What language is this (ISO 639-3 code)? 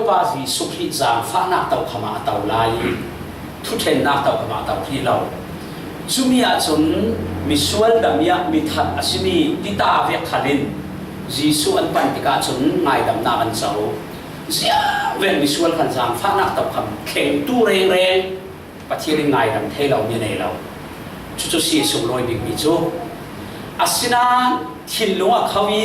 cfm